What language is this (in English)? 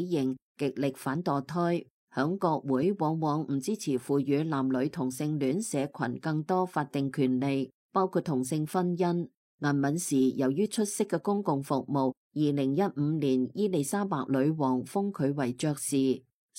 Cantonese